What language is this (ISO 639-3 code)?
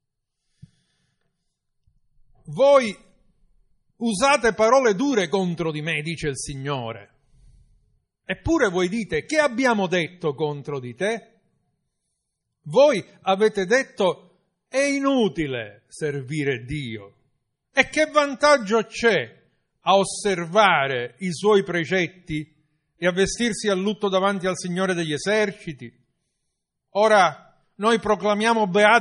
ita